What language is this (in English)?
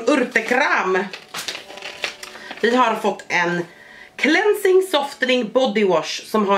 Swedish